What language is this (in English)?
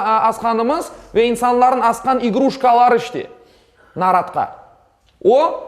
Crimean Tatar